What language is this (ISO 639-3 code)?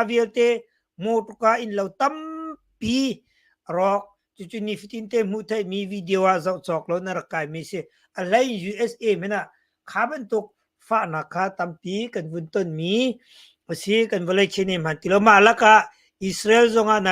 cnh